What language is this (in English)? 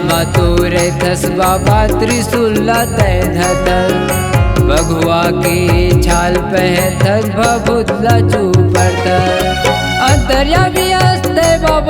Chhattisgarhi